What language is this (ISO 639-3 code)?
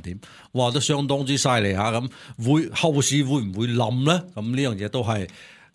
yue